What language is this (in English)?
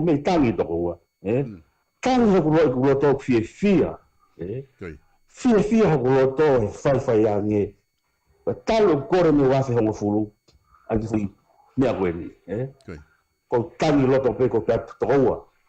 Tongan